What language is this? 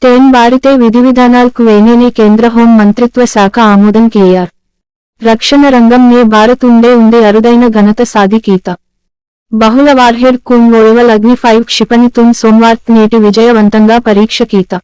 Gondi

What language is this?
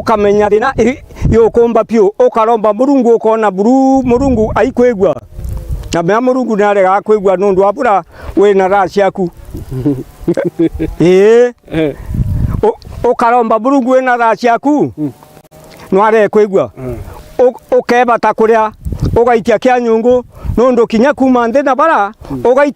Meru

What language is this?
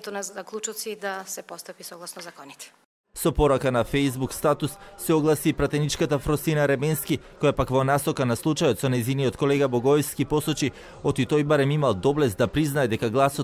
Macedonian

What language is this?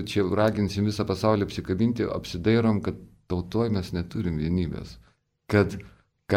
Lithuanian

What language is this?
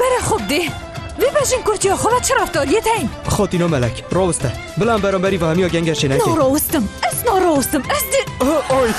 Kurdish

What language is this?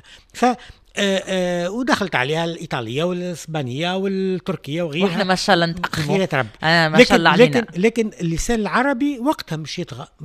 Tunisian Arabic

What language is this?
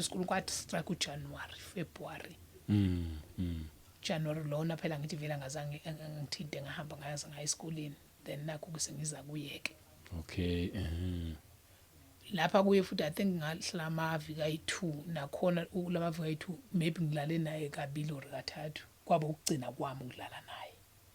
Zulu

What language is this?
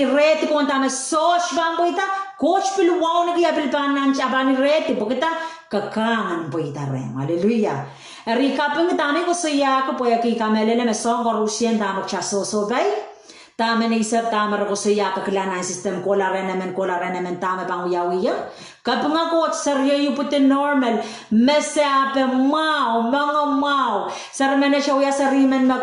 Pohnpeian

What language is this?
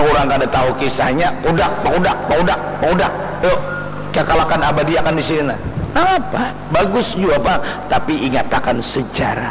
Banjar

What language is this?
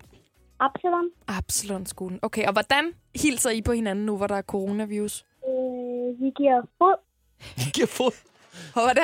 Danish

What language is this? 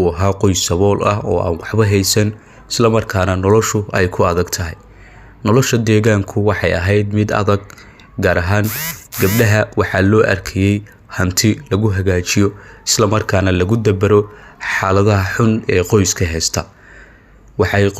Somali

